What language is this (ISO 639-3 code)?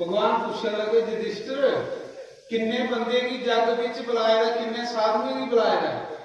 doi